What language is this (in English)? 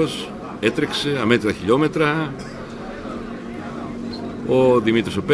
Greek